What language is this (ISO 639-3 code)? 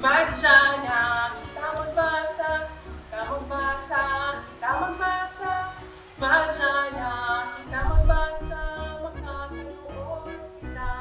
bik